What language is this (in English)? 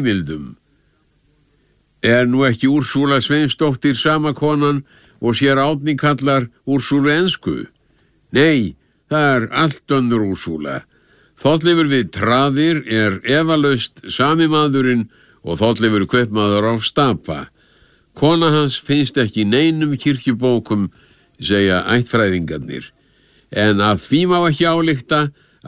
Icelandic